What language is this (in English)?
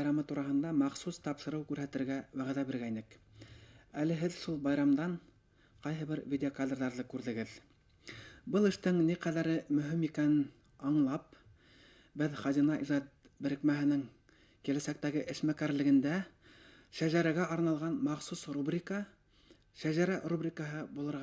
Bashkir